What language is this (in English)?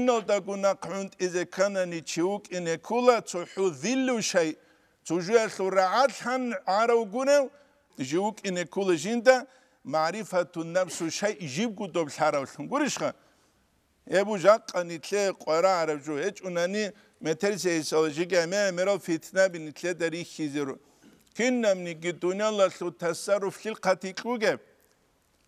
Avaric